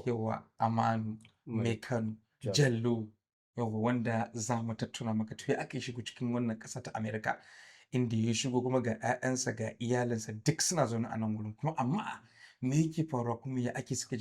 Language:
Hausa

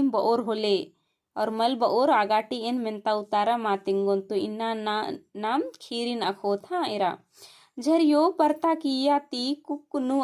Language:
Kurukh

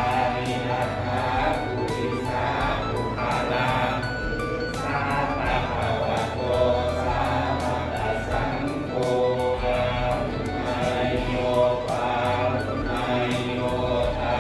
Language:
Pali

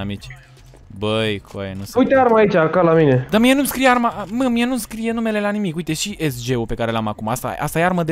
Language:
Romanian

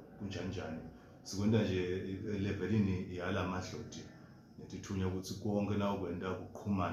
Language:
Zulu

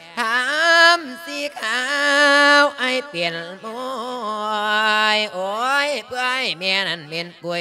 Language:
Lao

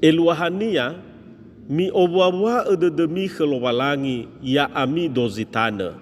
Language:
Nias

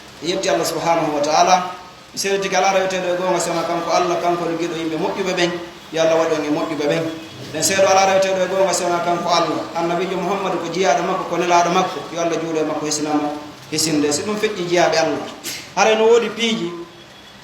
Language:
Fula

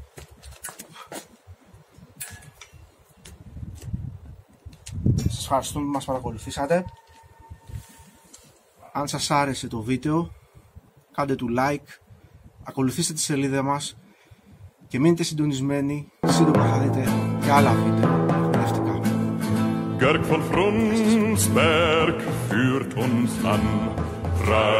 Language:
Greek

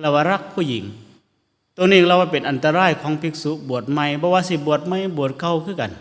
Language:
Northeastern Thai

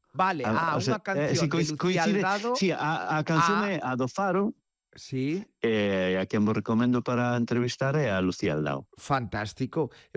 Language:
Galician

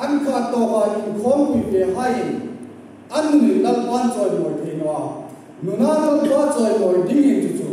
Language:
Hmar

